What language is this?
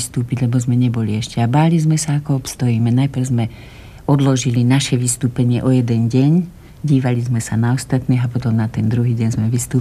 Slovak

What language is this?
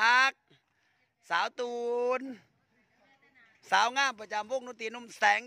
Thai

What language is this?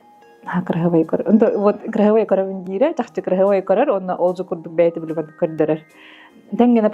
Yakut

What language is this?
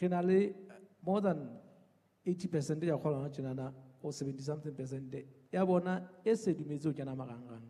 Southern Sotho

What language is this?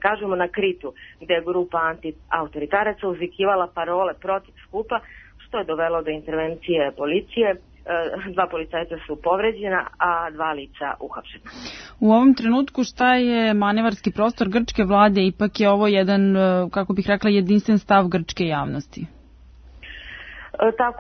Serbian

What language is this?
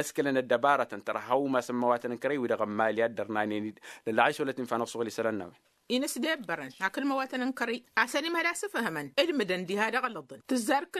Tamasheq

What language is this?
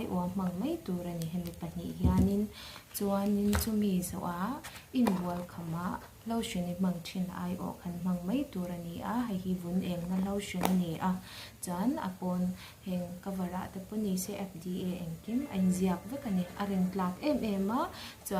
Mizo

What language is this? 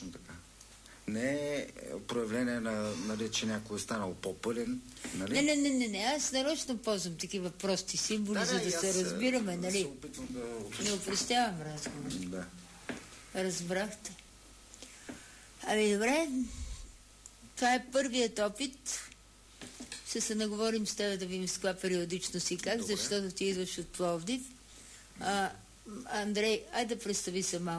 Bulgarian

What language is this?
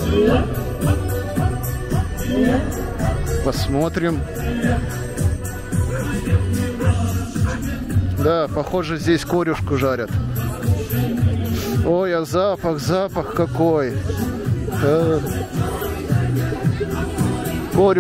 Russian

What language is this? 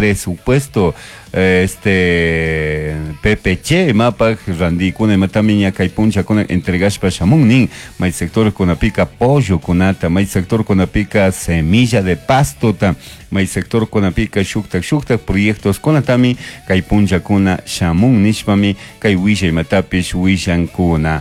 Chimborazo Highland Quichua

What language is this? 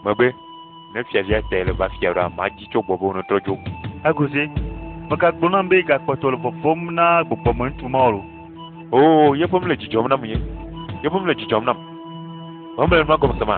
Ewe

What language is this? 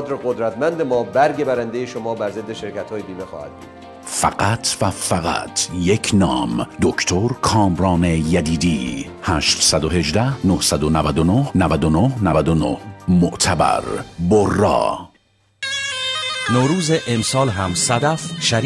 Persian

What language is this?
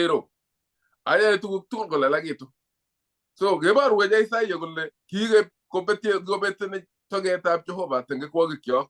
Kalenjin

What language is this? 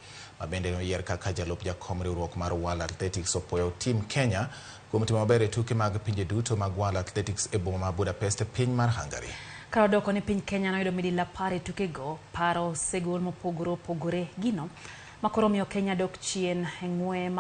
Luo (Kenya and Tanzania)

